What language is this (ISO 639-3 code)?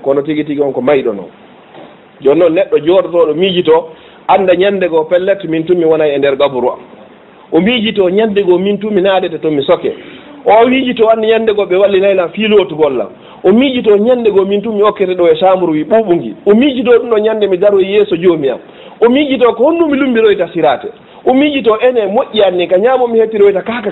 ful